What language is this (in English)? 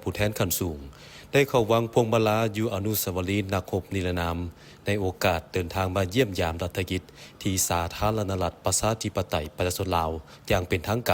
Lao